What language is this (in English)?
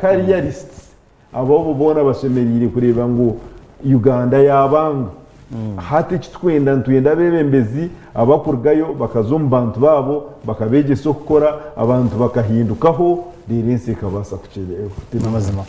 Nyankole